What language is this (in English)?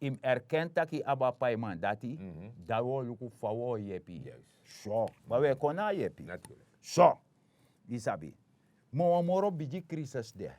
Sranan Tongo